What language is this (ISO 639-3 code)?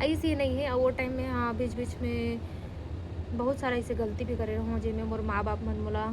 hne